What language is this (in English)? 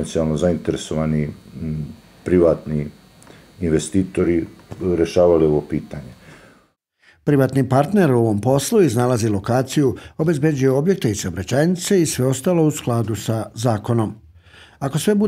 Serbian